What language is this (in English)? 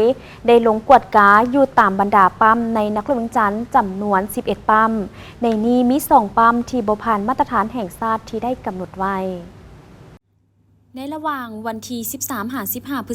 Lao